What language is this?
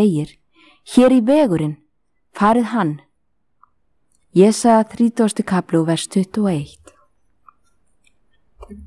Icelandic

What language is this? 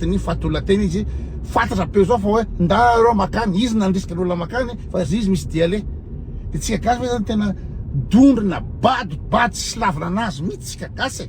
Malagasy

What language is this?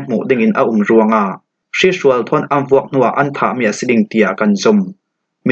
Falam Chin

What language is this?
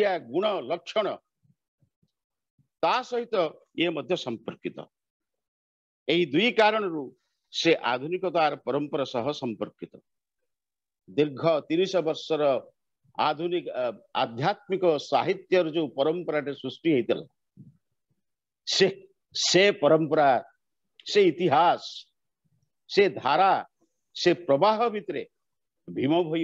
Odia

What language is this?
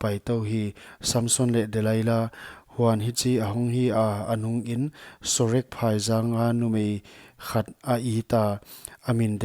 Paite Chin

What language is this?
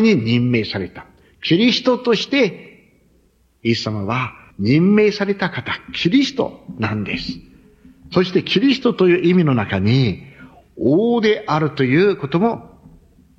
Japanese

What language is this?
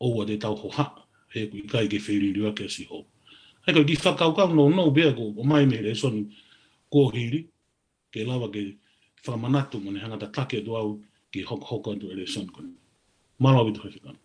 Tongan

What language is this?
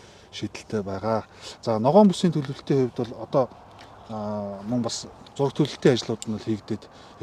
Mongolian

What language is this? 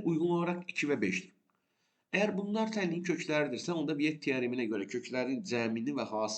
Azerbaijani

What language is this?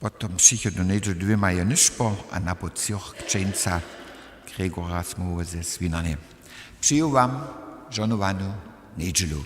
Upper Sorbian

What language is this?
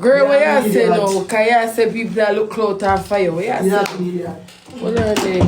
Jamaican Creole English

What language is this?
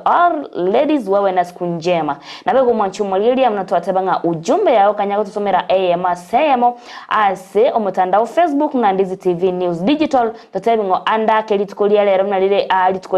Gusii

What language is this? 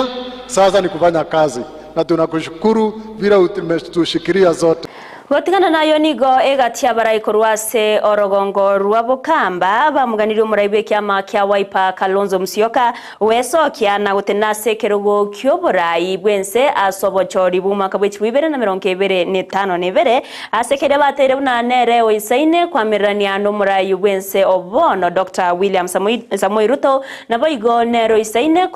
Gusii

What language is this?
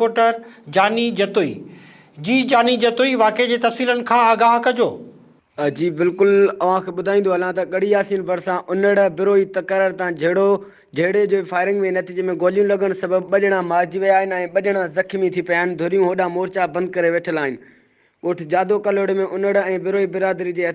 Sindhi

